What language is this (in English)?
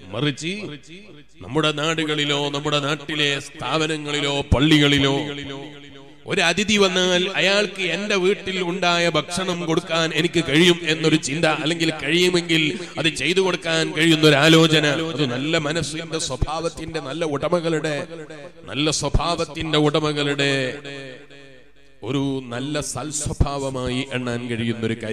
Malayalam